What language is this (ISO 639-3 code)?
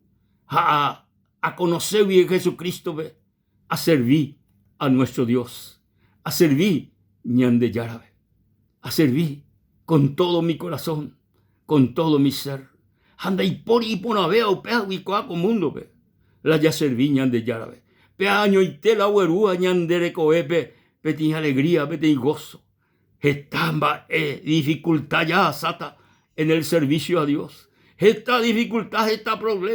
grn